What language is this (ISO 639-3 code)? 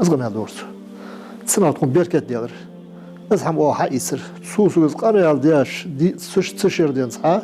inh